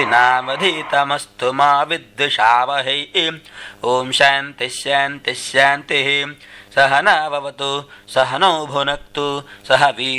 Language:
Sanskrit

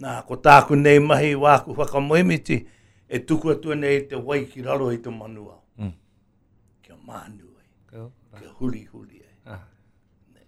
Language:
Māori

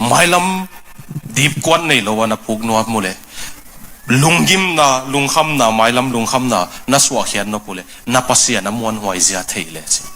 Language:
Tedim Chin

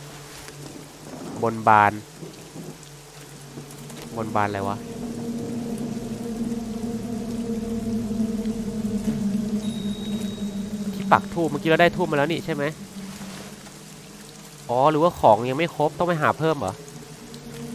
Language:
Thai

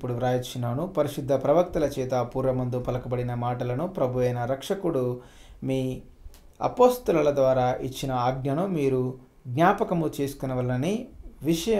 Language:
Telugu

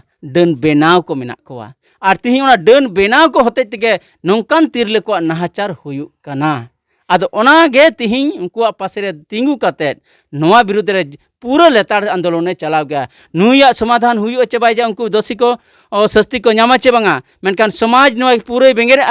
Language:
Santali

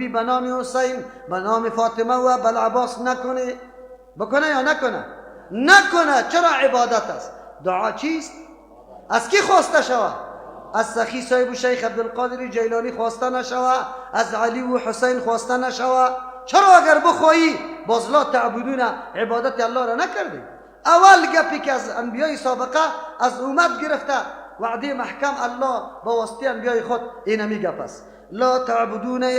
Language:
Persian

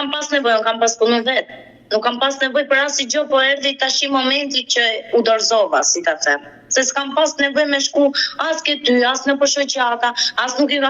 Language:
Albanian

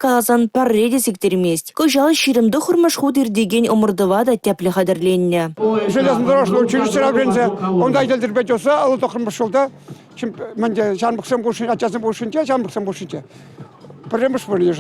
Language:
Chuvash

